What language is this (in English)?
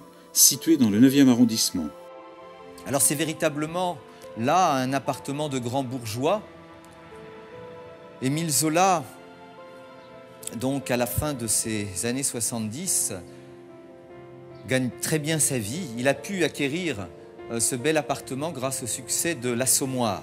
French